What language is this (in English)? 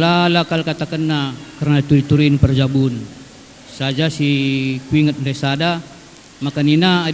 Batak Karo